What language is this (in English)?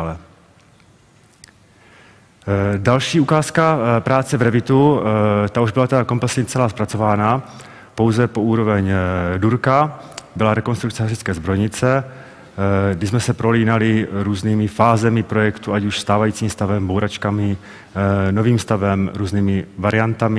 Czech